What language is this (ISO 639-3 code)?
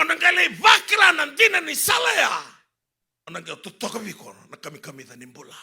fij